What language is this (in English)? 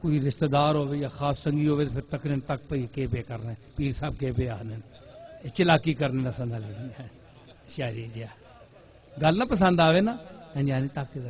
Western Panjabi